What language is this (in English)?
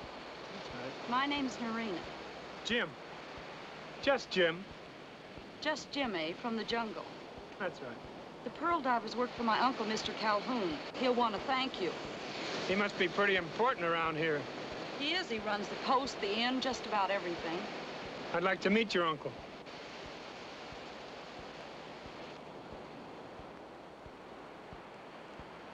English